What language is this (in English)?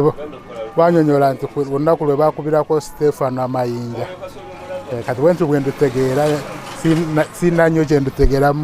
Ganda